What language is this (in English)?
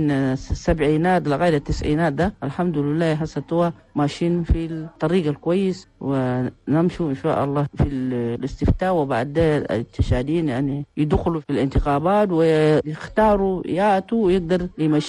Chadian Arabic